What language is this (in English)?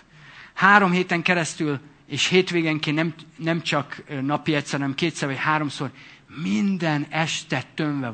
Hungarian